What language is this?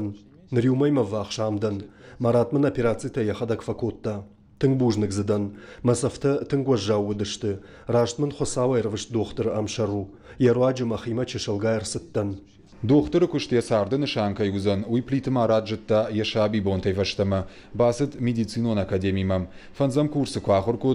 Ossetic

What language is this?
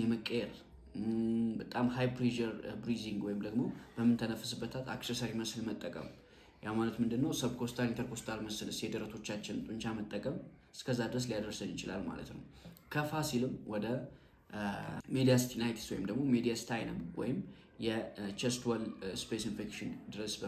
Amharic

